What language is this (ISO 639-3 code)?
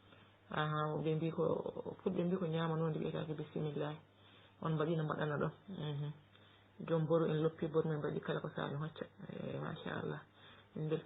ful